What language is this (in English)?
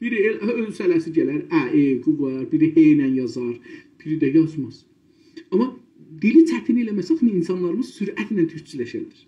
South Azerbaijani